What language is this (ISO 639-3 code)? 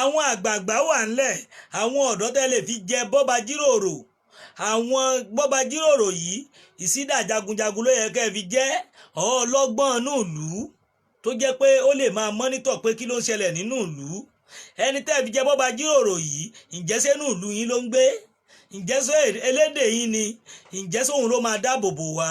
yor